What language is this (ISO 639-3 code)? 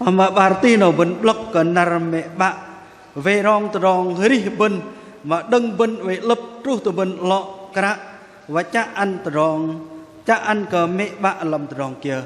bdq